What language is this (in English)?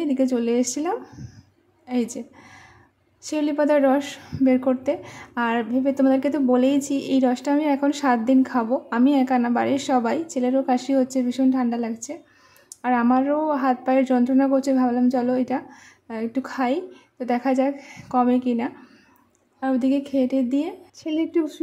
Bangla